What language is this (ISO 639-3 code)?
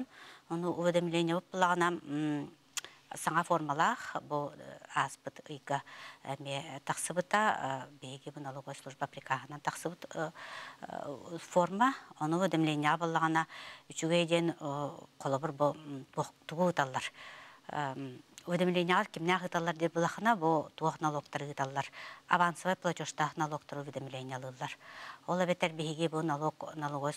sah